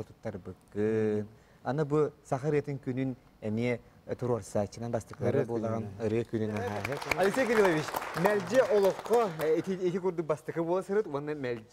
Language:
Yakut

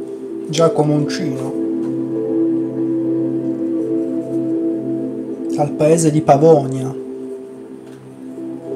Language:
Italian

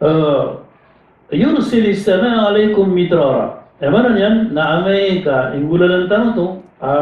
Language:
Maranao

